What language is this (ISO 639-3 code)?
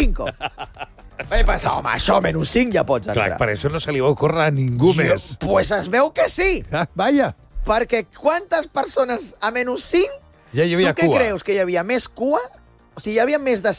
cat